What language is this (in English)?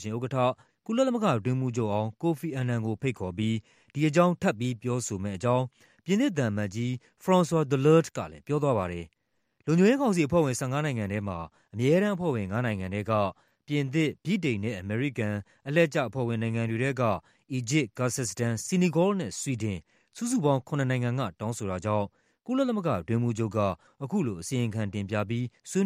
Burmese